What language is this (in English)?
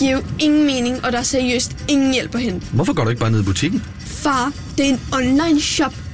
Danish